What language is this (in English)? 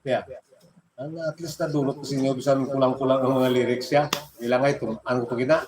Hiligaynon